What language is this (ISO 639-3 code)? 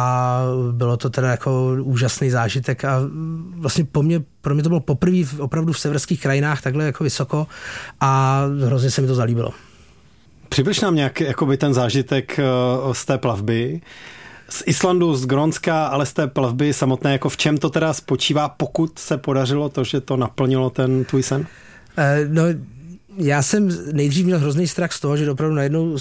ces